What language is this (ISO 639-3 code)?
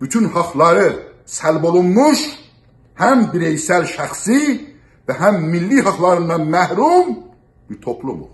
azb